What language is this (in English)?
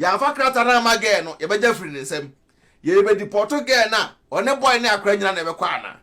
Akan